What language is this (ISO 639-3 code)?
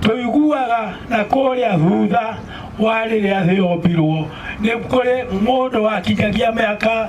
kik